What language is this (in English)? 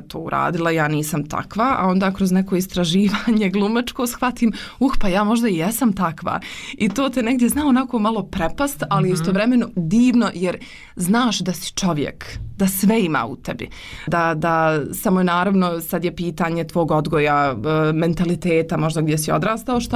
Croatian